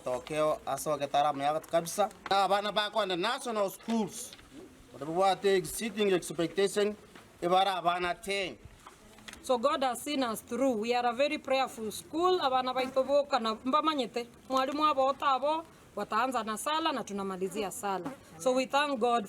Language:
Gusii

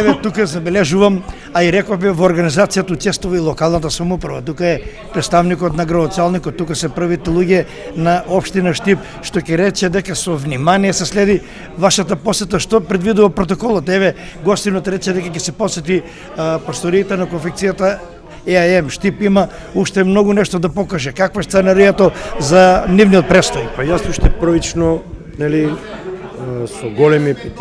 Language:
Macedonian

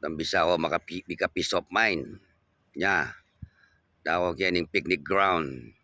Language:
Pampanga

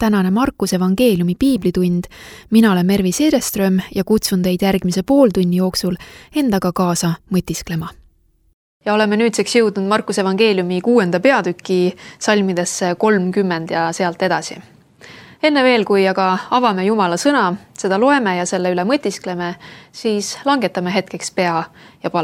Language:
Estonian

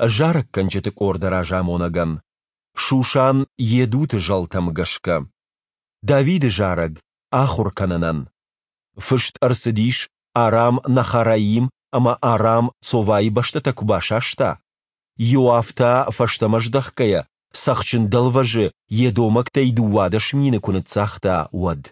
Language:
Ossetic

